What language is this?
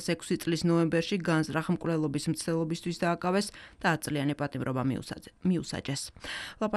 Georgian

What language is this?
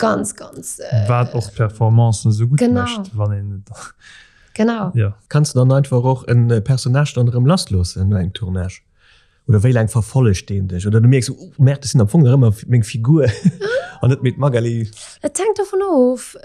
Luxembourgish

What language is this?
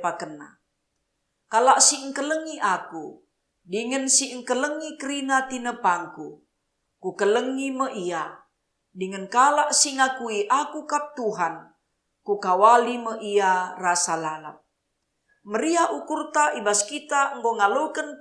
Batak Karo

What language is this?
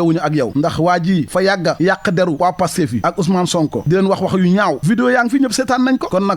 Wolof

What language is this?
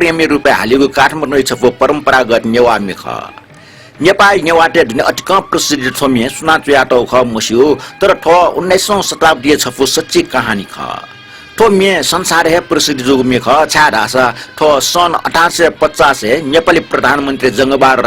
Newari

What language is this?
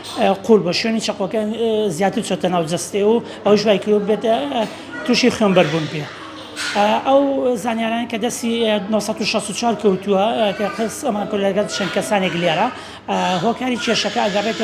Central Kurdish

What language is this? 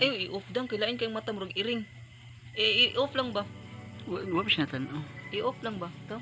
Cebuano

